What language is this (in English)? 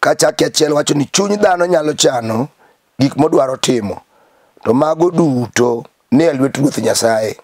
Luo (Kenya and Tanzania)